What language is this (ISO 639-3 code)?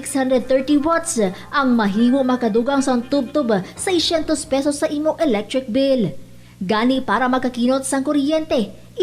hil